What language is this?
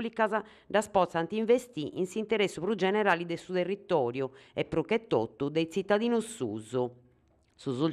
Sardinian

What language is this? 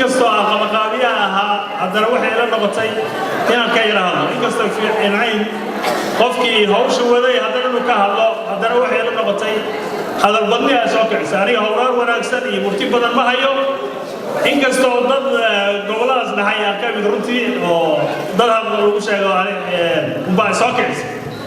Somali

